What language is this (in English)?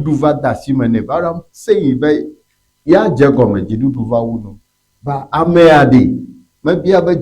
Ewe